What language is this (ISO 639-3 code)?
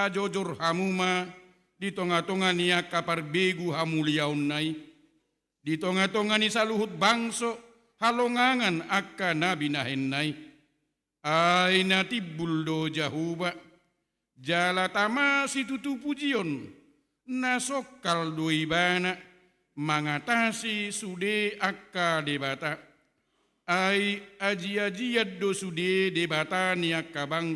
bbc